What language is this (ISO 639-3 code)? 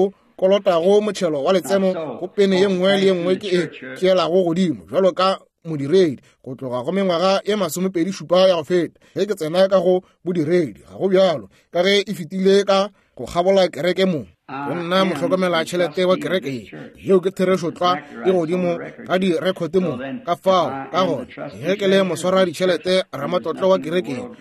nso